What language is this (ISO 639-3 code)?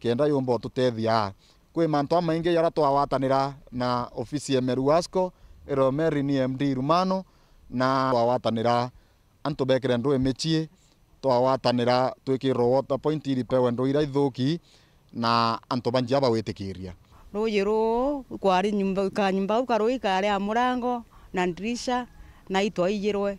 mer